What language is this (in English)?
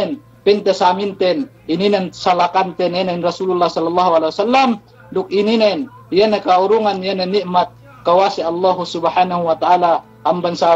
Yakan